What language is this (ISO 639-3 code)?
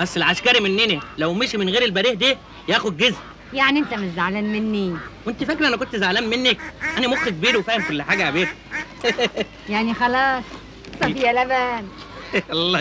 arz